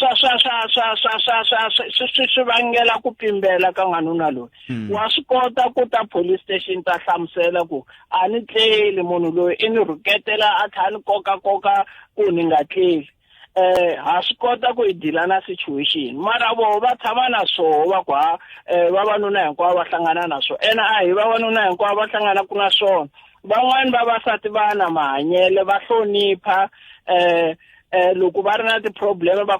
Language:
Tsonga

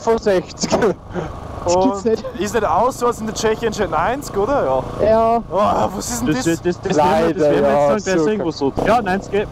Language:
Bavarian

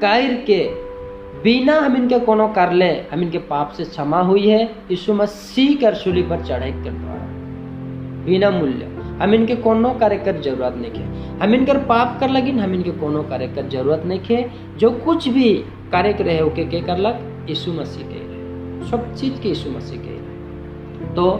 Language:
Sadri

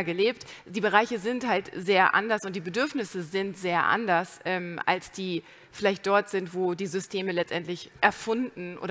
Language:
German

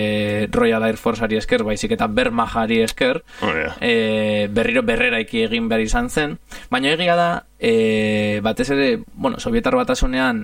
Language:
Basque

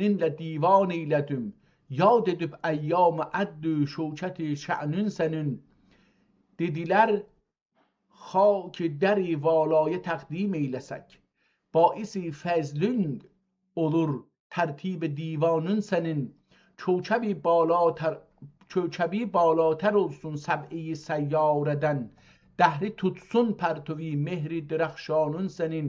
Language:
South Azerbaijani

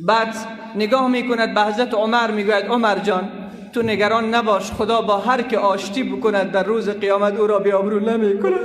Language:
Persian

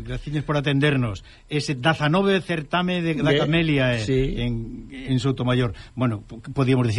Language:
Galician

